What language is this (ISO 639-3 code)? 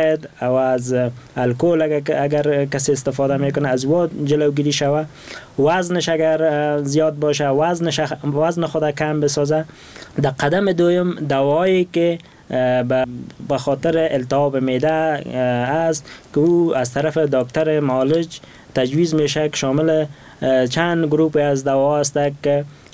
fas